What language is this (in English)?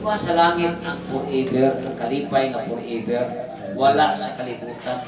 Cebuano